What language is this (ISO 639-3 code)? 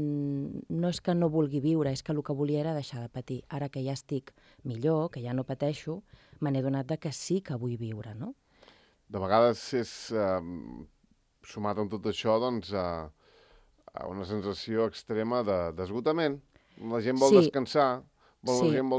cat